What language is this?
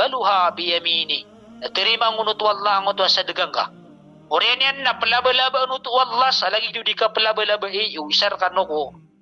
Maranao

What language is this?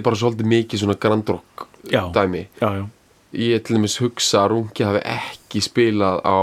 Icelandic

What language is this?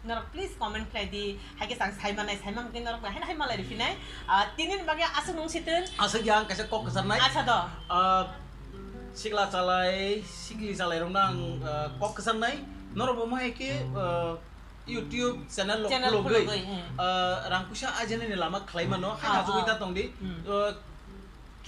Kok Borok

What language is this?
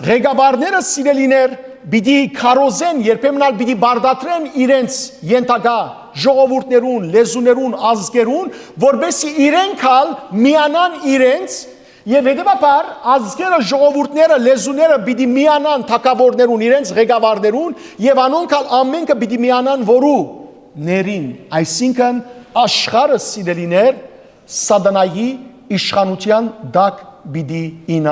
Western Armenian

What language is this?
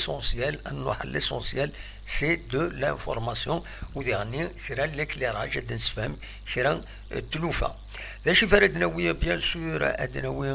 Kabyle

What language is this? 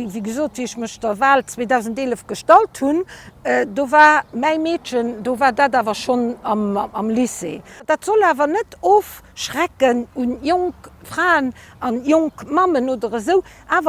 Luxembourgish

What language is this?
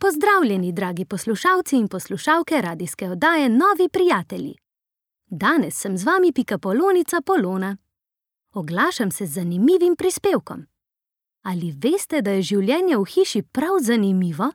Slovenian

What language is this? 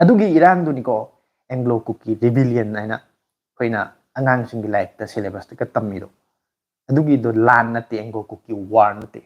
Manipuri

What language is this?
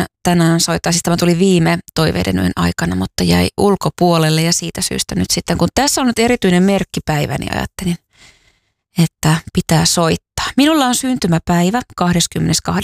Finnish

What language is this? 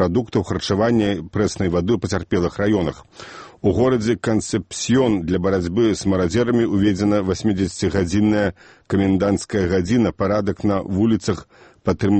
Belarusian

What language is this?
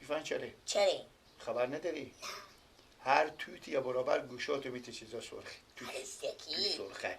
Persian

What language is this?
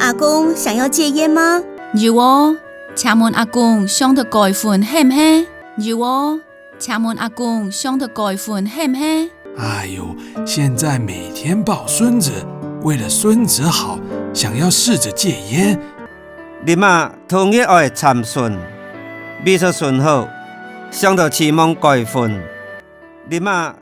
Hakka Chinese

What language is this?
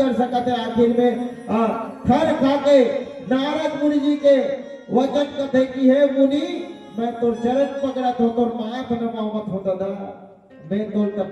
Chhattisgarhi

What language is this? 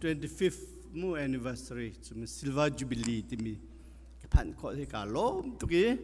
Hakha Chin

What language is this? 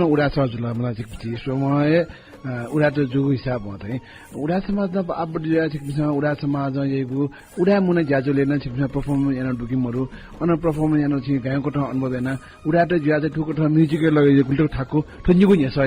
Newari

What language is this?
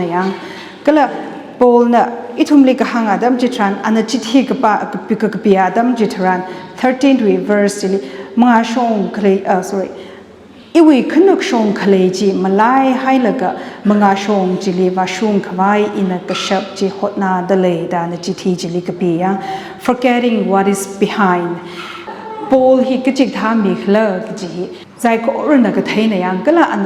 Tangkhul Naga (India)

